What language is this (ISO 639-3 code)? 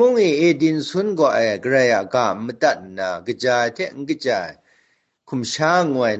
kac